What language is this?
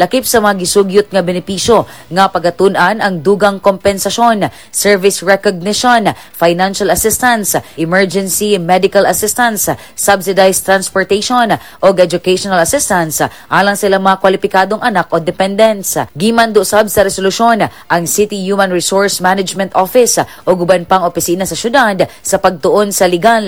Cebuano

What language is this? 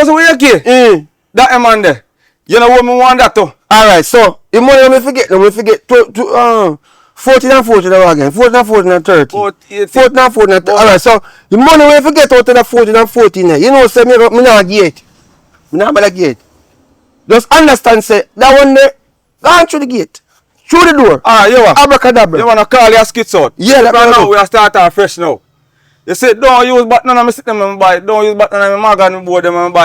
Jamaican Creole English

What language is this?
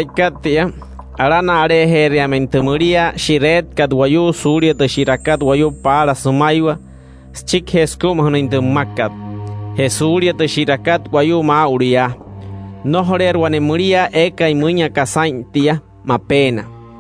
Wayuu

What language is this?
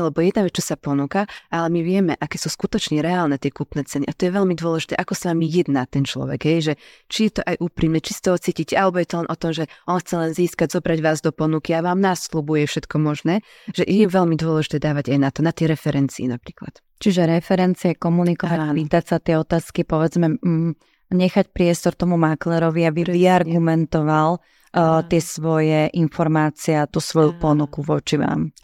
Slovak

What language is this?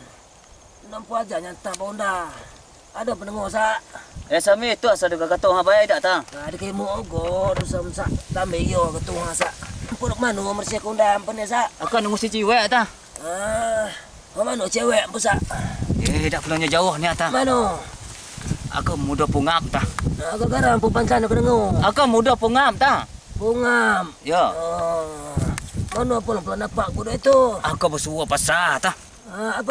Minangkabau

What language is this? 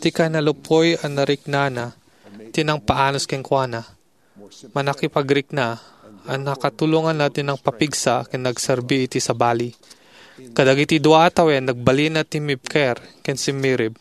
Iloko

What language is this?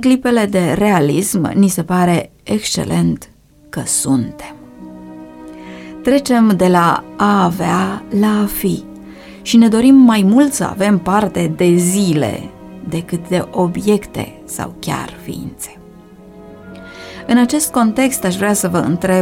Romanian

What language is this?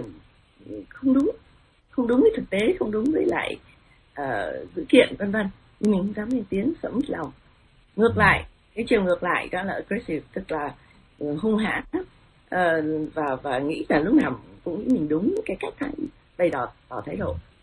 Vietnamese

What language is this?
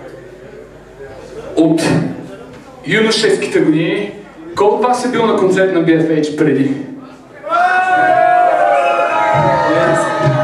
Bulgarian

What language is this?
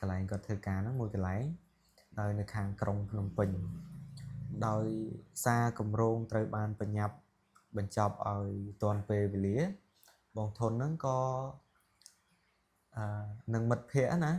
Khmer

